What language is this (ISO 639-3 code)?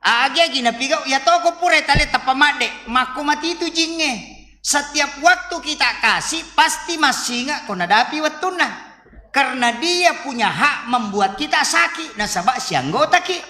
bug